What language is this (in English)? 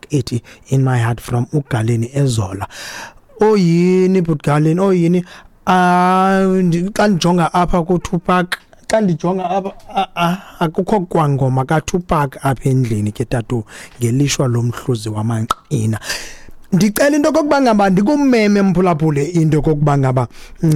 Xhosa